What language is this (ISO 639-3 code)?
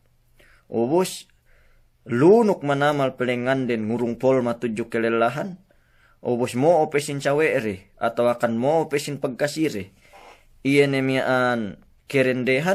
yka